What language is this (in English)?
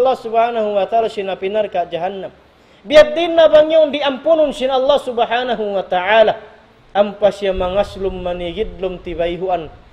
Tausug